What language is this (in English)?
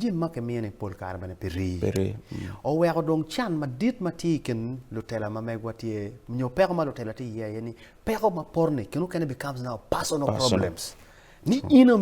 Acoli